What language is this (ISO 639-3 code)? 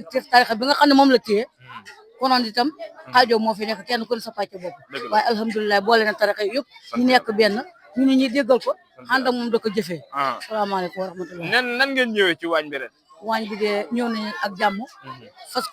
wol